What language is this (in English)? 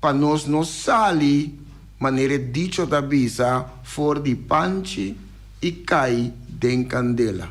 Papiamento